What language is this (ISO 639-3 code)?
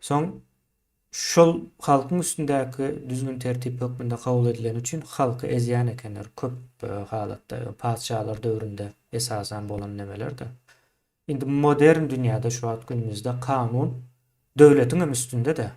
tuk